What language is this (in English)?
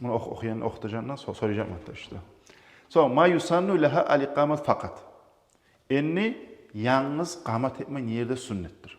Kumyk